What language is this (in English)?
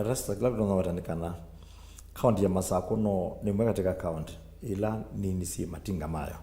Kamba